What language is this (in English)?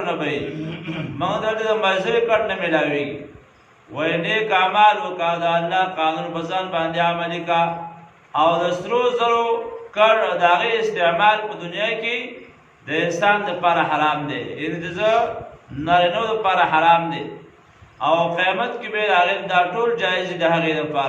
Pashto